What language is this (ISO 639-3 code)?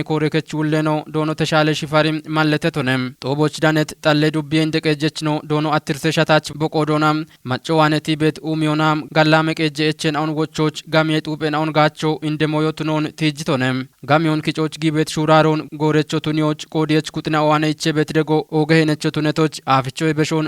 kbr